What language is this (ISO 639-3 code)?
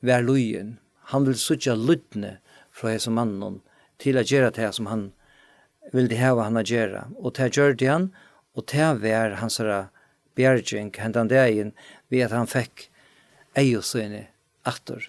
fao